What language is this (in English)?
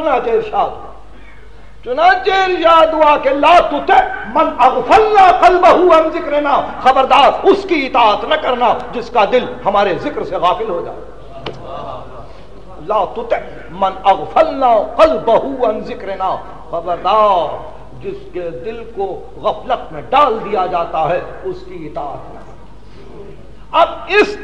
Urdu